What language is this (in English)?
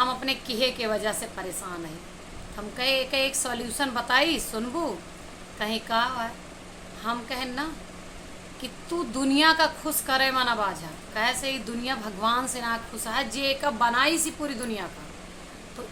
Awadhi